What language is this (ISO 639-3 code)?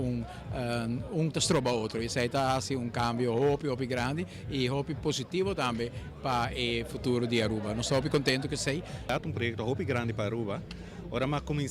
pap